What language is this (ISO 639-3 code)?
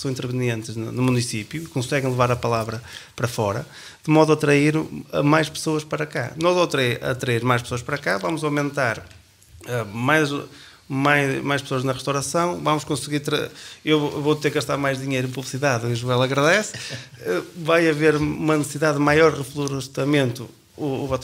por